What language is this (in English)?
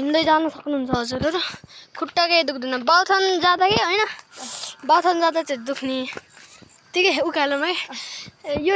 Nepali